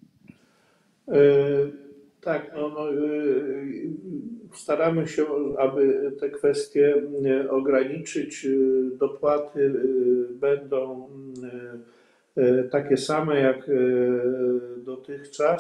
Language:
Polish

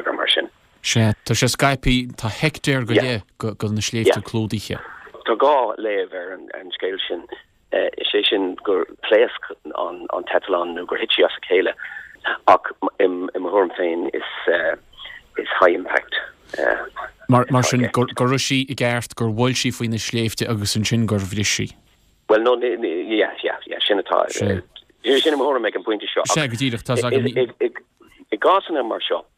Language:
Irish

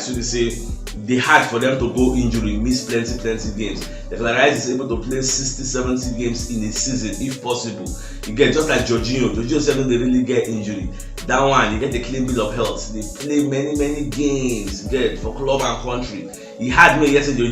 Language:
Nigerian Pidgin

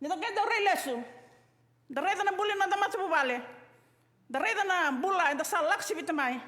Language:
Fijian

